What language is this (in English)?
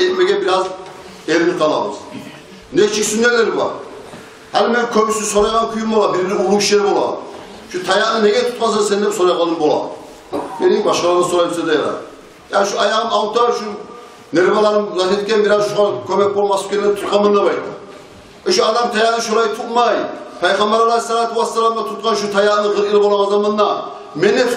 Kumyk